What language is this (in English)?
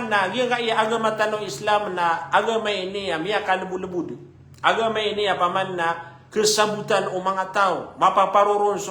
Maranao